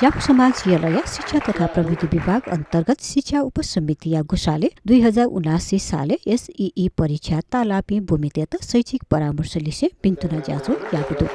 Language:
Newari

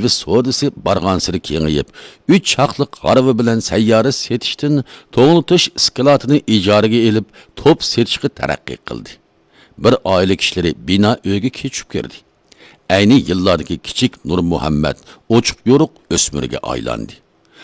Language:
Uyghur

